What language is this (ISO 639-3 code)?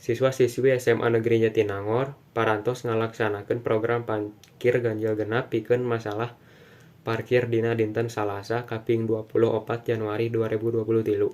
sun